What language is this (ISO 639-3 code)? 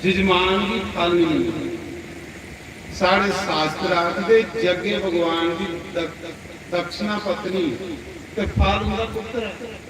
doi